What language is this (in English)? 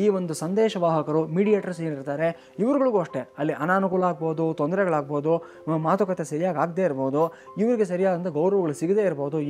Kannada